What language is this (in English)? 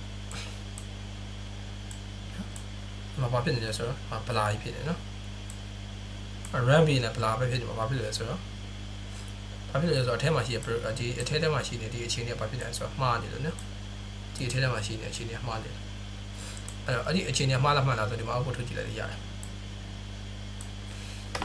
Burmese